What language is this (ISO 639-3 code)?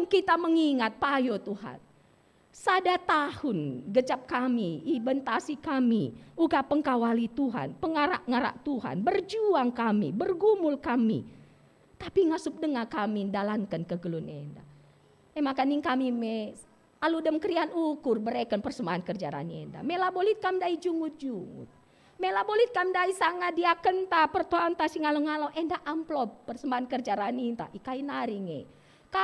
btx